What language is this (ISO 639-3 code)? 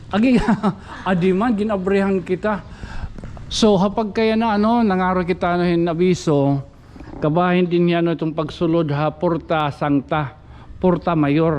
war